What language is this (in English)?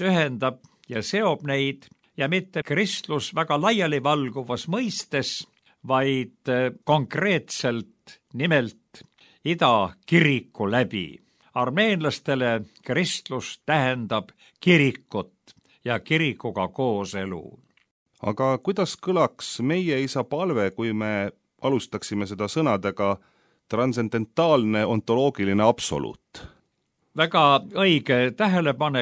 Estonian